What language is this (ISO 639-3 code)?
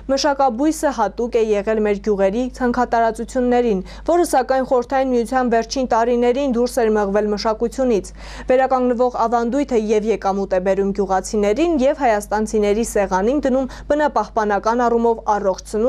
hye